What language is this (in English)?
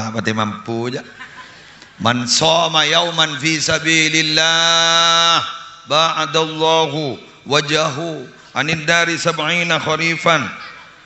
Madurese